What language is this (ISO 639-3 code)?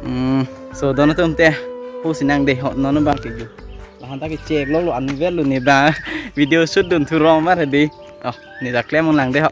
mjw